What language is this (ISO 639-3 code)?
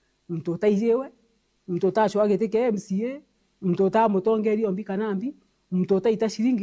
mer